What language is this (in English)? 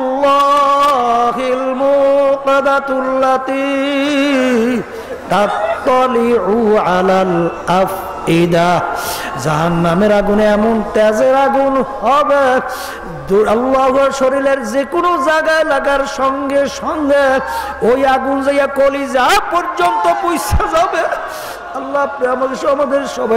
Bangla